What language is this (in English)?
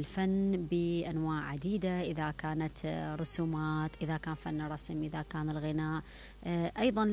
Mesopotamian Arabic